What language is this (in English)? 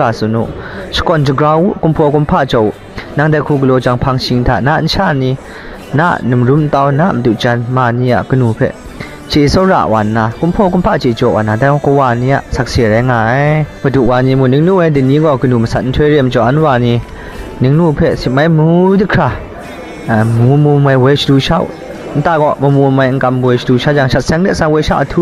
Kachin